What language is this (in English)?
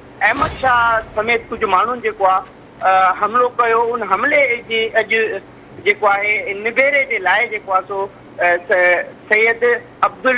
Sindhi